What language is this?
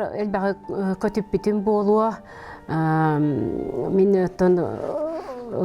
Yakut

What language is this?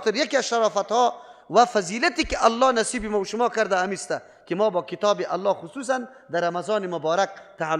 Persian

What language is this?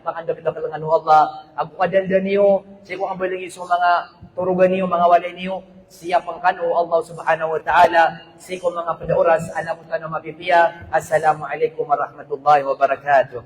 Maranao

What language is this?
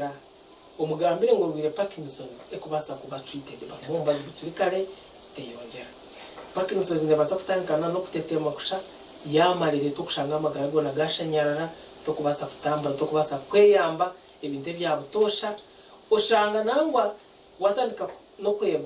Nyankole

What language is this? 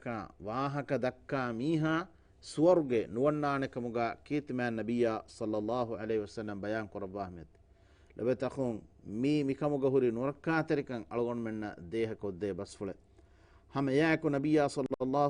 Divehi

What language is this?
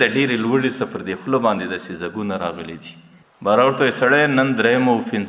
Pashto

